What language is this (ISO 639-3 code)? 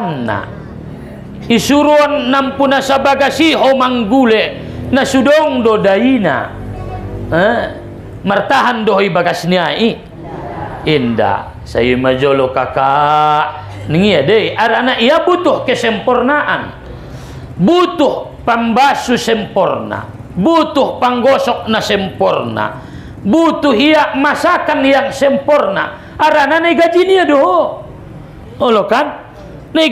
btm